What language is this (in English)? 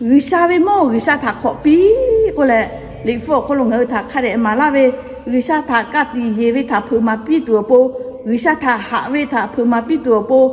Lahu